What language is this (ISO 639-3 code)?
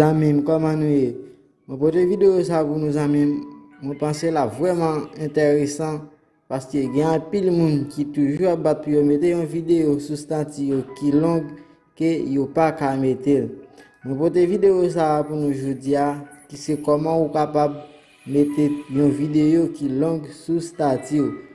hat